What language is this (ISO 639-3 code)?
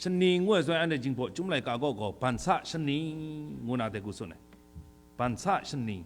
kac